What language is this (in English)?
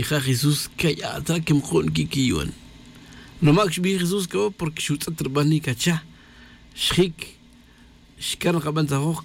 Tz'utujil